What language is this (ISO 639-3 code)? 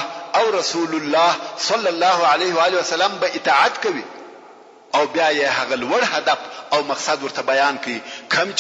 pus